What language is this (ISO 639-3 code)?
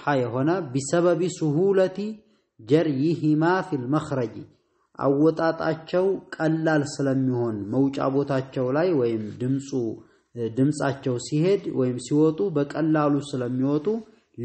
amh